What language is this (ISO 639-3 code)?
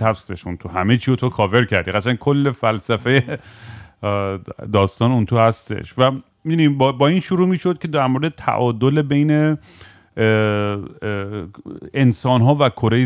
fas